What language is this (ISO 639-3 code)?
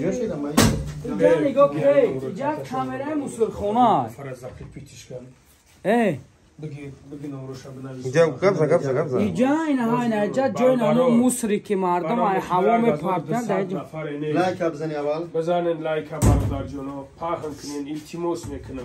tgk